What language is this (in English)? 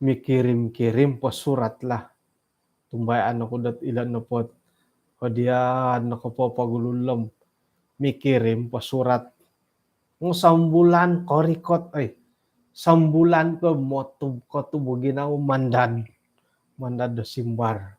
Central Dusun